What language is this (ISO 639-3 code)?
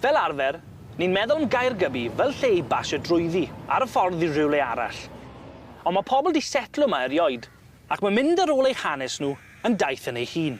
cym